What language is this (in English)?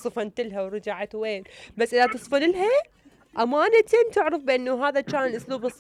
Mesopotamian Arabic